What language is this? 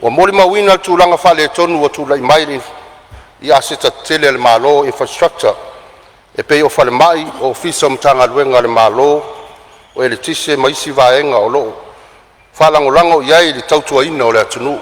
Samoan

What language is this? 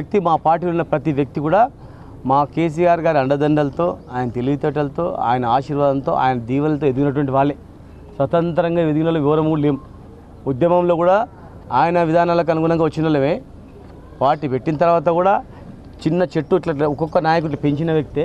Telugu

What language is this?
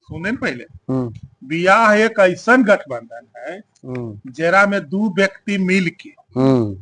Magahi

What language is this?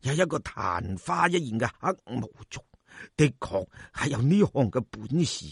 Cantonese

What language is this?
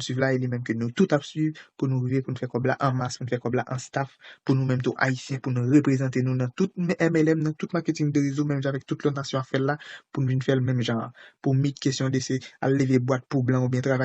Haitian Creole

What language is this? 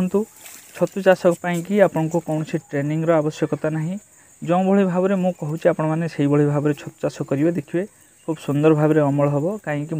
Odia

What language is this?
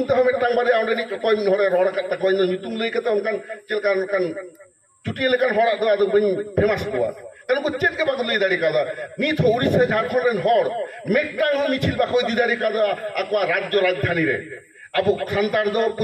Santali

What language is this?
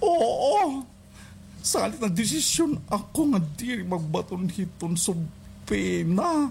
Waray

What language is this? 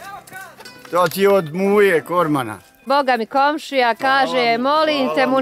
Bosnian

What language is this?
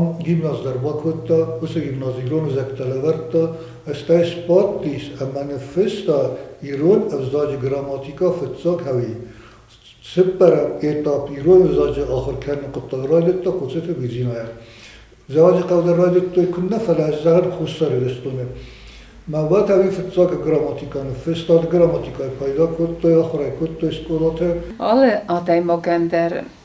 Ossetic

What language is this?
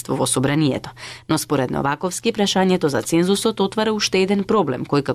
Macedonian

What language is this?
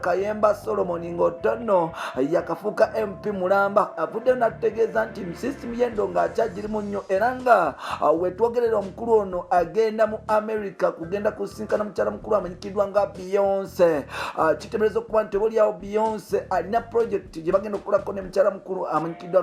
Ganda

